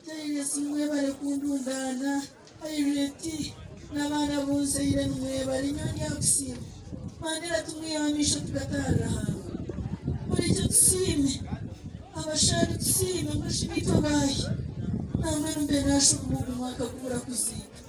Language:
Nyankole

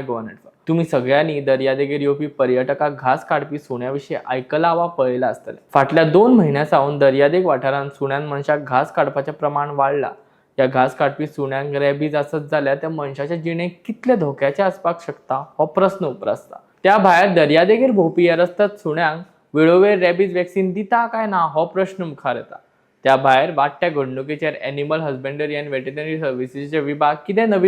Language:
Konkani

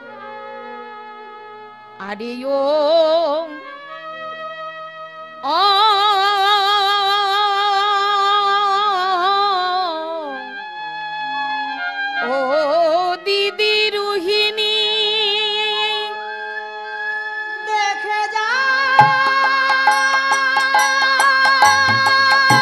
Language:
Bangla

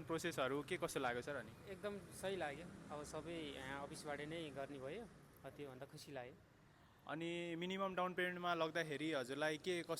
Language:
Nepali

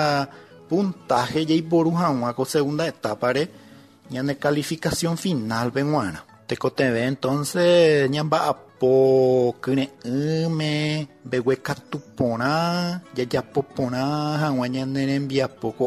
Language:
Guarani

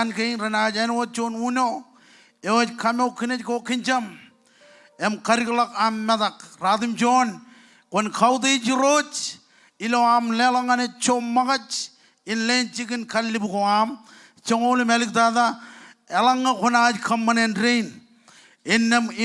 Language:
Marshallese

